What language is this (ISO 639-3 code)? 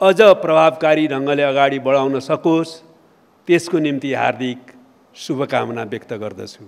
nep